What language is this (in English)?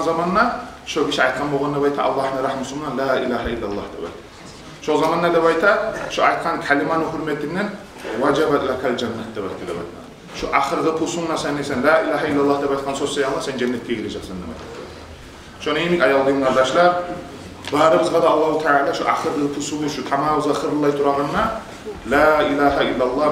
Kumyk